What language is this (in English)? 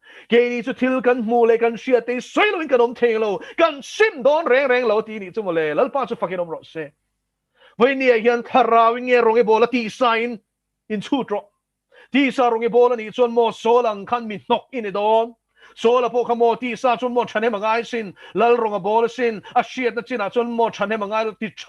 Mizo